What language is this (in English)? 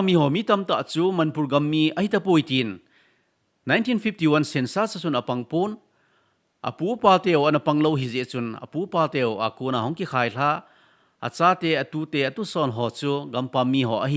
Thado Chin